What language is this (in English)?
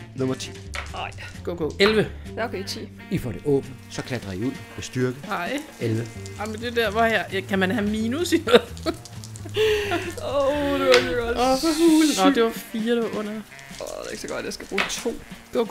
Danish